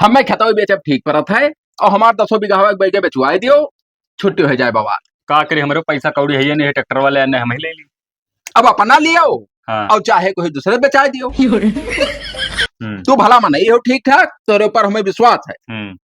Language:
Awadhi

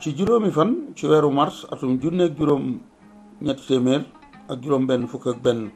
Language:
Wolof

